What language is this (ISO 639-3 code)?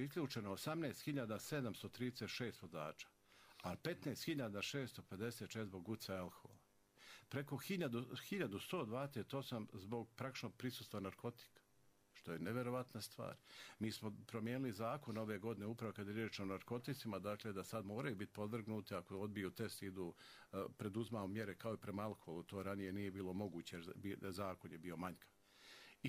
hrv